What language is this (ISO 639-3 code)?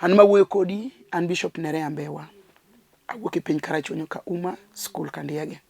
luo